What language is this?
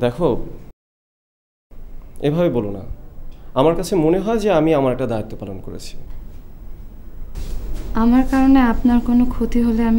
Bangla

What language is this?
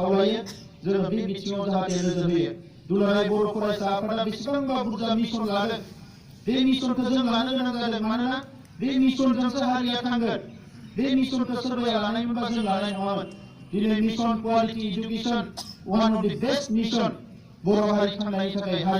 Bodo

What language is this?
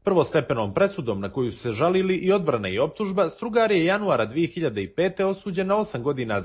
Serbian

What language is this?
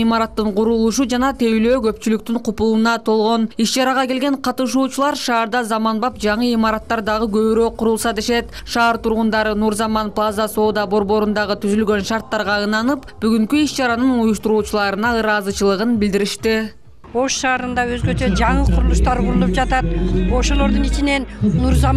Kyrgyz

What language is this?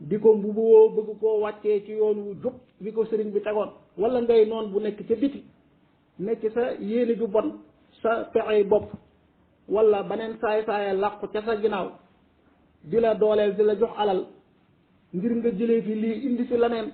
Wolof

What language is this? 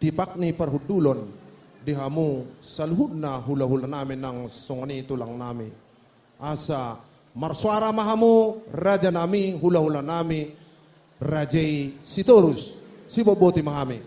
Batak Toba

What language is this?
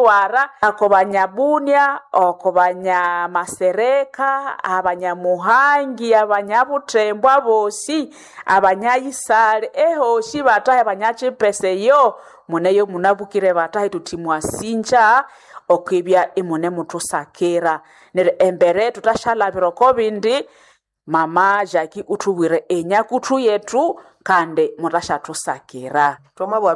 Nande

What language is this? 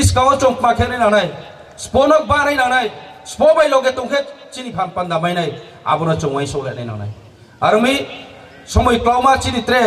Riang (India)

